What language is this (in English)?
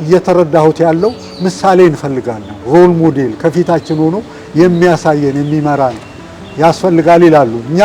Amharic